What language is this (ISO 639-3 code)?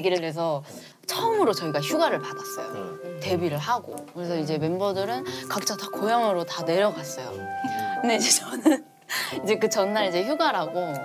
kor